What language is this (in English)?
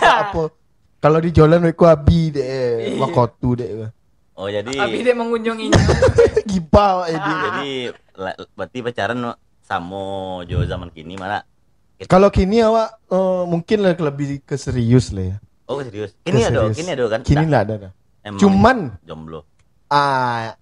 Minangkabau